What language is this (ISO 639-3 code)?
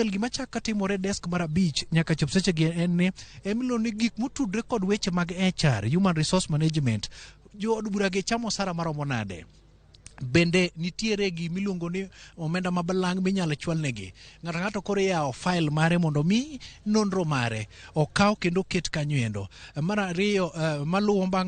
luo